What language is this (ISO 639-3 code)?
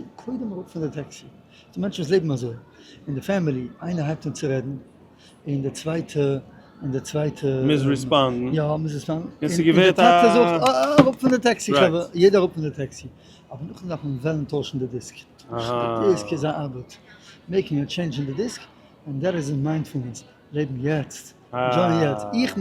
yid